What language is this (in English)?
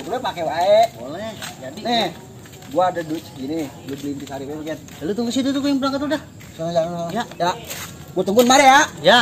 Betawi